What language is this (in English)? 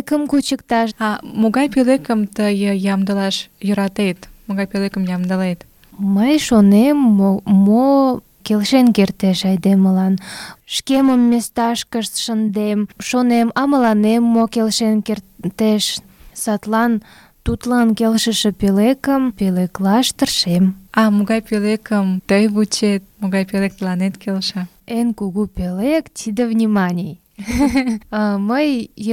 Mari